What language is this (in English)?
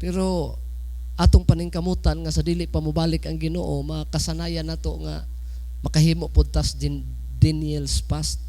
Cebuano